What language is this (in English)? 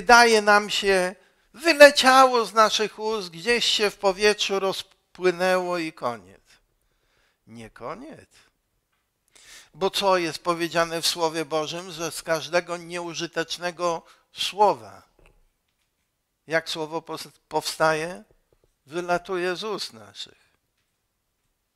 Polish